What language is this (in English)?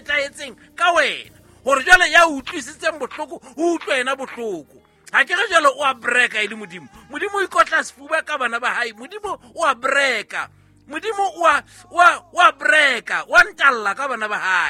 Southern Sotho